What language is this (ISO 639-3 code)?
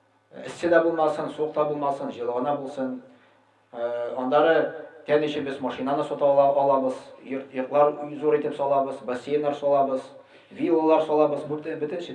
tat